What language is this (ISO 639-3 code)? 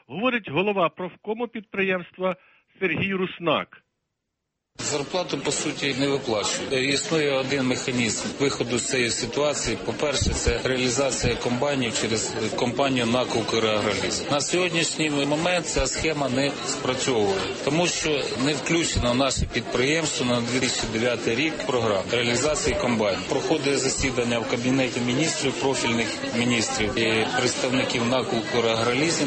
ukr